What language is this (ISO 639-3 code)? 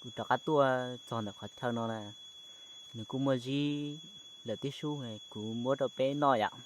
hmn